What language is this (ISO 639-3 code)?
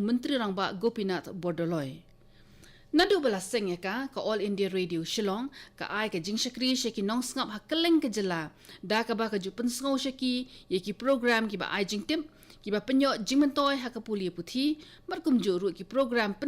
kha